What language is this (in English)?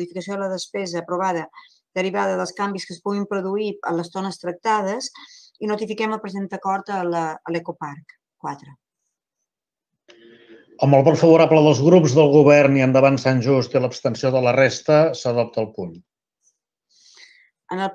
Catalan